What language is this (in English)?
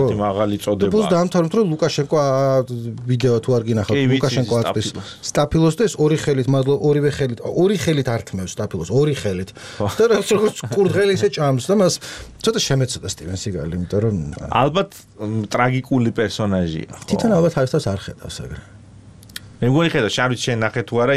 Georgian